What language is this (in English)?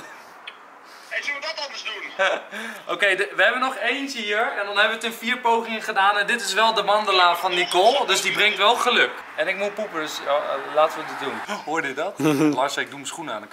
Dutch